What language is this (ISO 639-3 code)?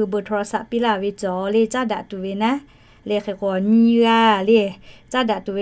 lhu